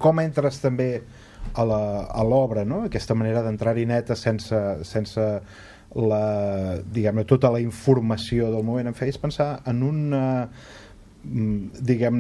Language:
Catalan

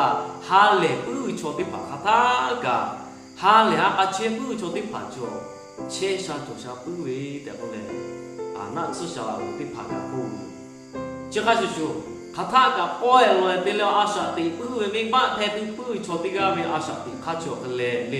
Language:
Lahu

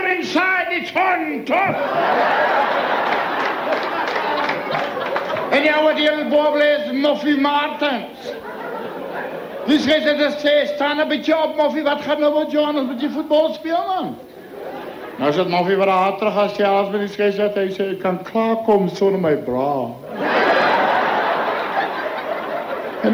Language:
Afrikaans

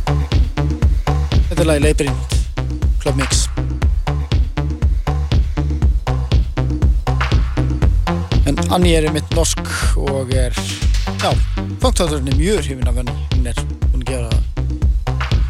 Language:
Icelandic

